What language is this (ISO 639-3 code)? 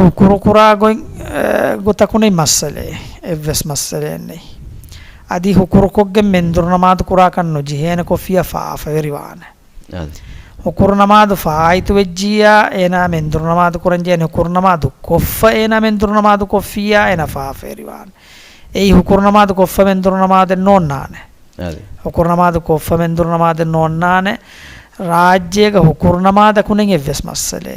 div